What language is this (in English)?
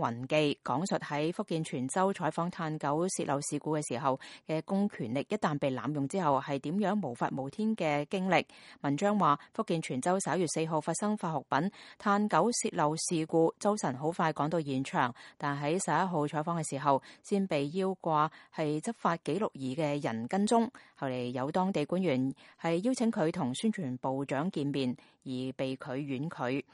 Cantonese